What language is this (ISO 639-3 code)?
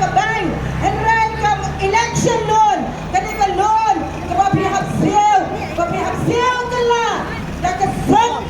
kha